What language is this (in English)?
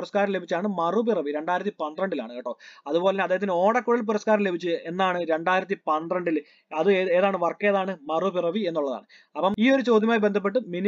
Malayalam